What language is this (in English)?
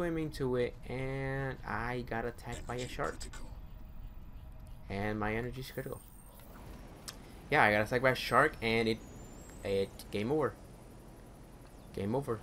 English